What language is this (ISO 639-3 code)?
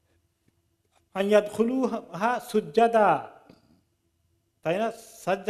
ben